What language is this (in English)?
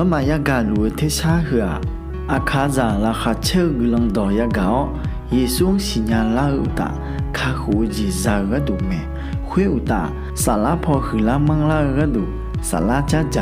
Akha